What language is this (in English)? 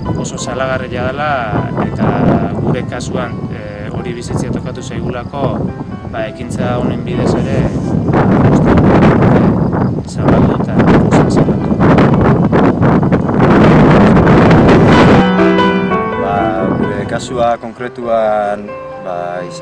Basque